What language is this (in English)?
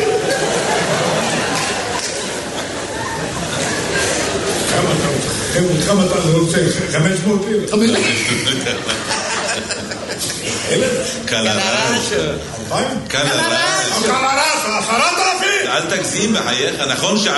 Hebrew